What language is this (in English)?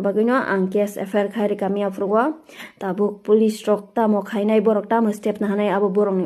Kok Borok